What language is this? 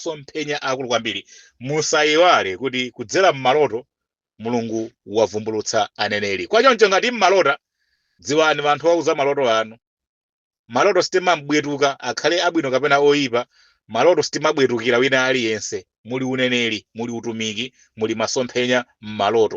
Nyanja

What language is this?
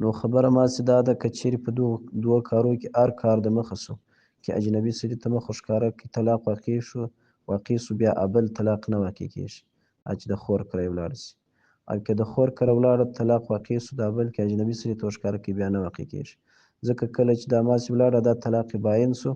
Pashto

